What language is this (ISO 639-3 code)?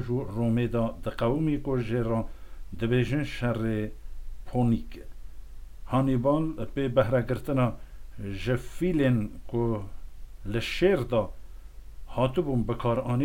kur